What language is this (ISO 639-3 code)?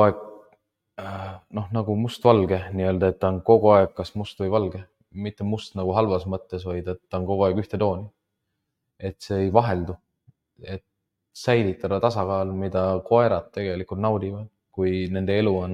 est